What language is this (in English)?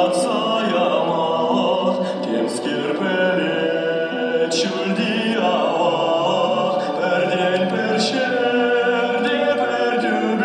Chuvash